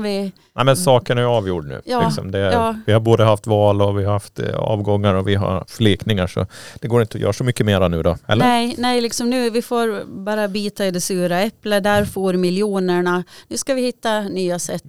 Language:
Swedish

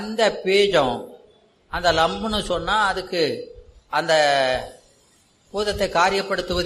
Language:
Tamil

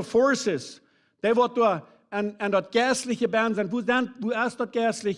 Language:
Plautdietsch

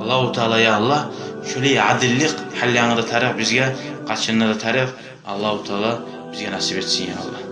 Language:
Kumyk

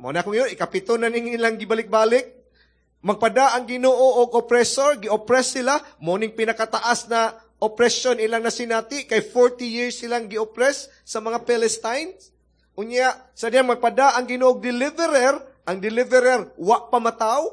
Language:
Cebuano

